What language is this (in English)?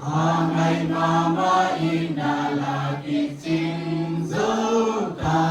Tedim Chin